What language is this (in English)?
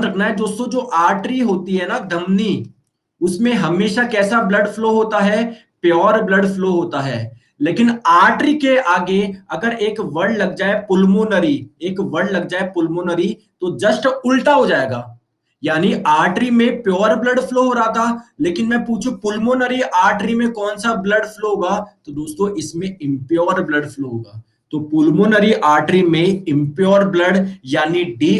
Hindi